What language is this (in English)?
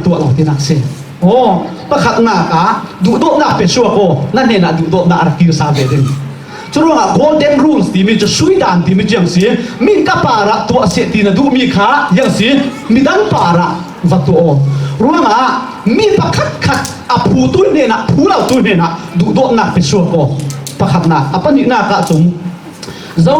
Falam Chin